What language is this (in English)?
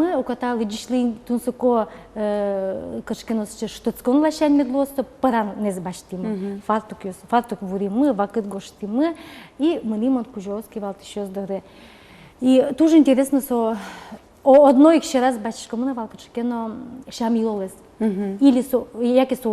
Udmurt